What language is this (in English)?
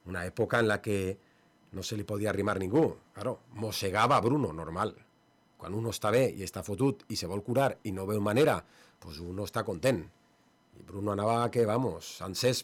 Catalan